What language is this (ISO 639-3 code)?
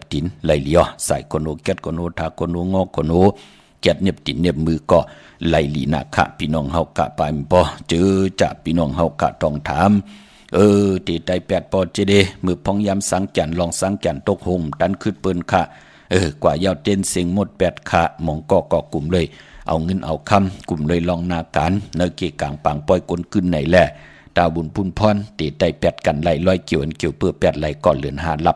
shn